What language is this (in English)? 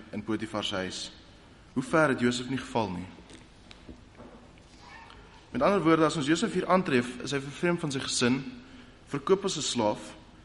Afrikaans